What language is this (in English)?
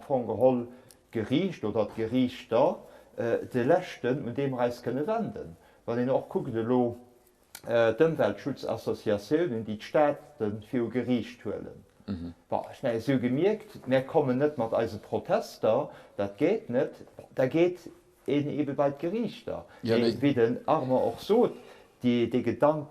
Luxembourgish